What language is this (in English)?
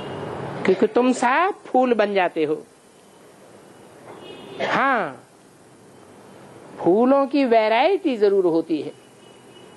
Hindi